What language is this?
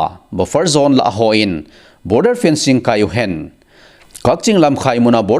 Thado Chin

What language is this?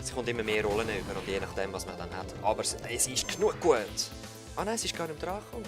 Swiss German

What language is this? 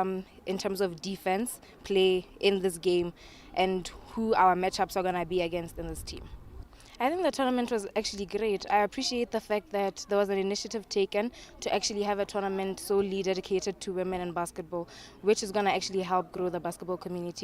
Tswana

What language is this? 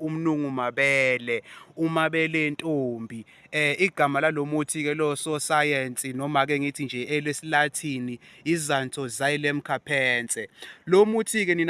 Zulu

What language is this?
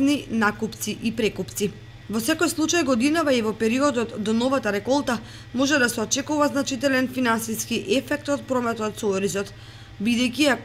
Macedonian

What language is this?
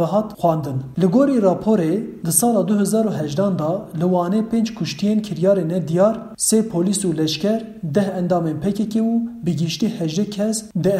Kurdish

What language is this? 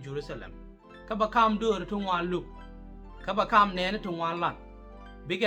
Nuer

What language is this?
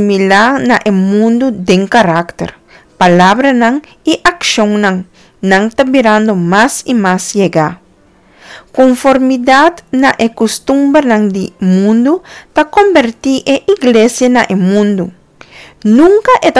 Papiamento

